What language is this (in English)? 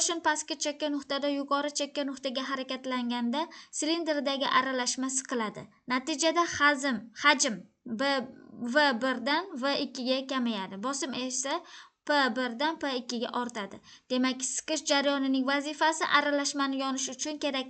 Uzbek